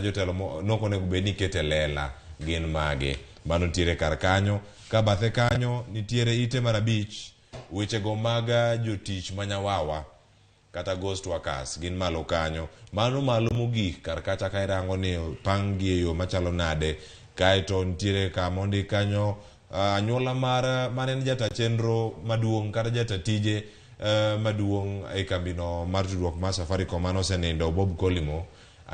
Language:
Luo (Kenya and Tanzania)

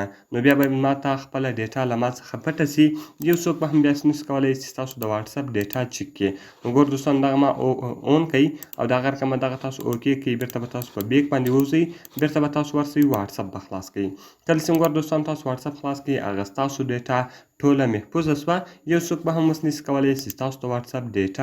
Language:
Pashto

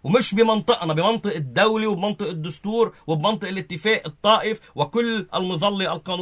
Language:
North Levantine Arabic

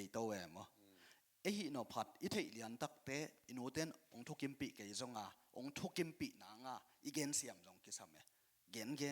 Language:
Tedim Chin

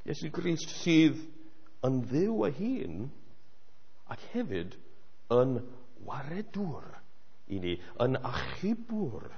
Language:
Welsh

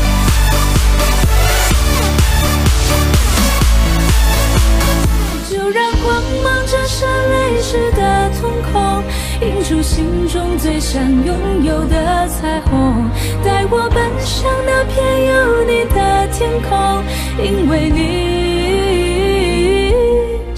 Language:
Chinese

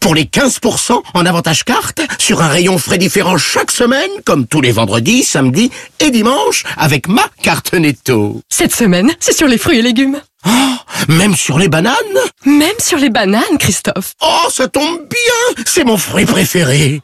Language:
French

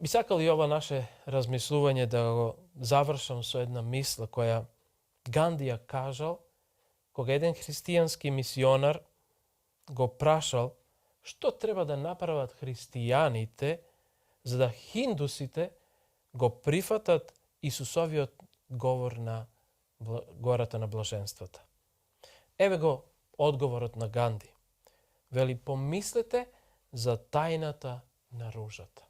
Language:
Macedonian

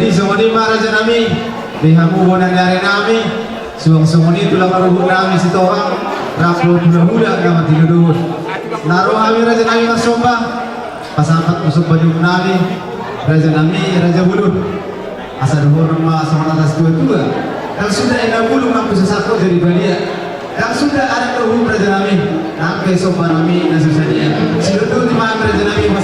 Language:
Batak Toba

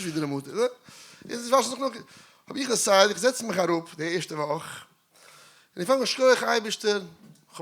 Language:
Yiddish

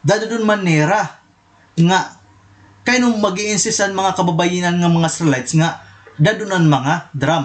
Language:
Waray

